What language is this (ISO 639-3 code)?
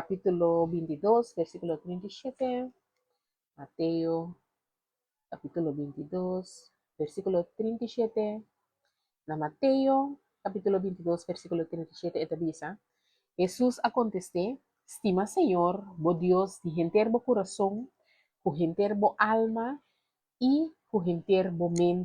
pap